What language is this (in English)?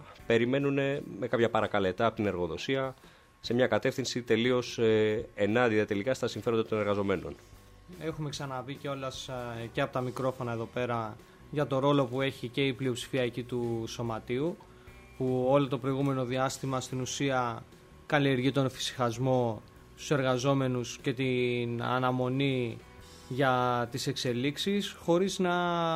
Greek